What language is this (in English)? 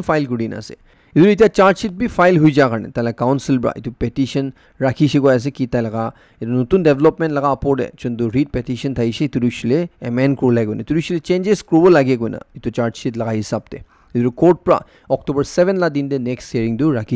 Naga Pidgin